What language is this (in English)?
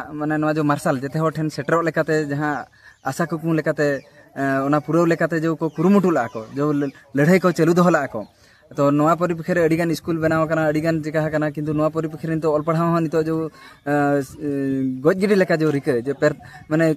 Santali